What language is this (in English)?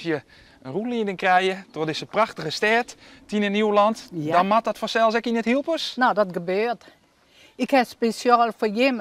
Western Frisian